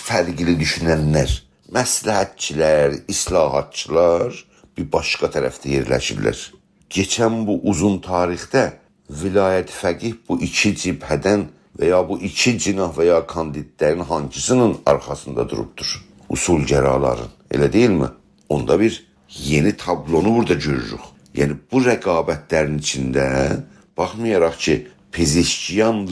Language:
South Azerbaijani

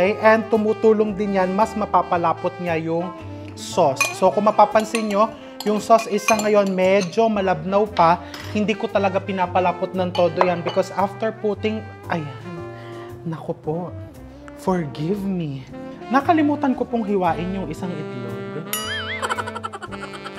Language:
Filipino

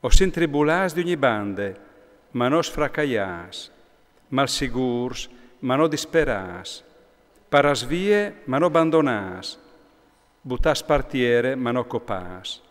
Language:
Friulian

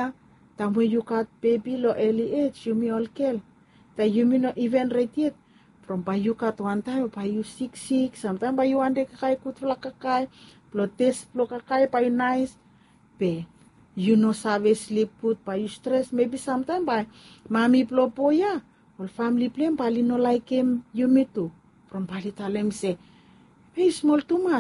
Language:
Bislama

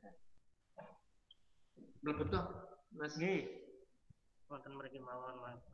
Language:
Indonesian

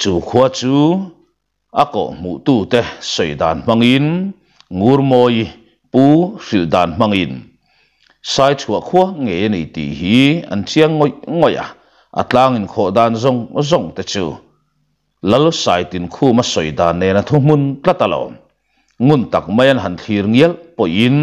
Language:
Mizo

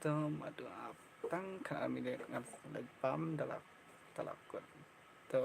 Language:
Khasi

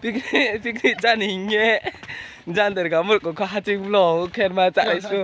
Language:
Riang (India)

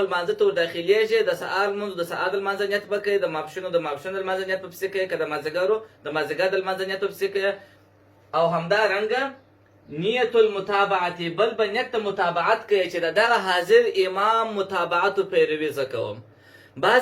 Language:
Pashto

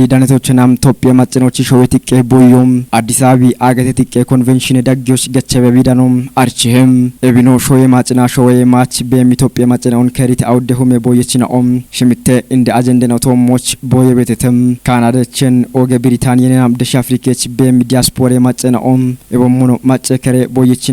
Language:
Kafa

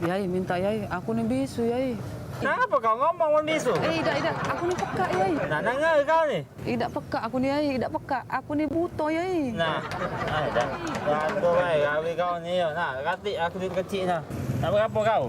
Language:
Musi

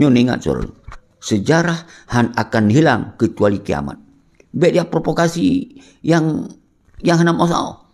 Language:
Achinese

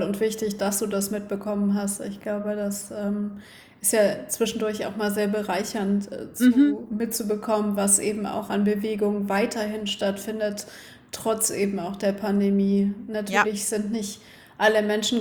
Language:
German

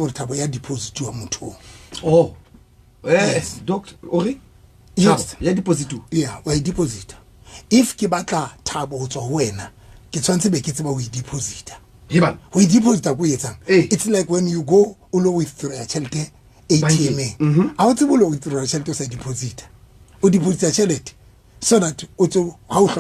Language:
Southern Sotho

